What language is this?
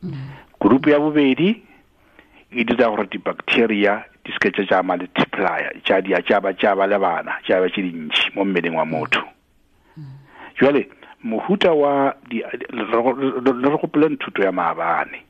Tswana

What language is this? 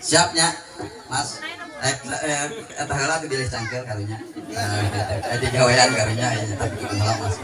Sundanese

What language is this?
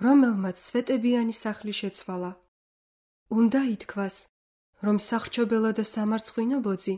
Georgian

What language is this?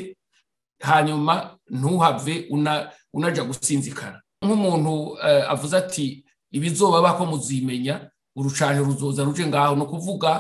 Rundi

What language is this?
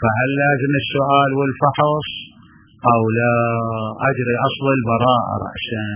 Mesopotamian Arabic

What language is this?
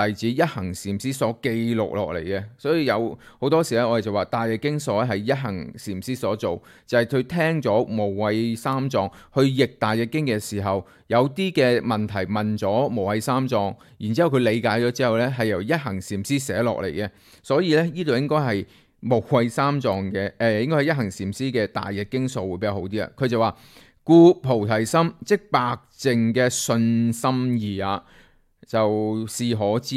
Cantonese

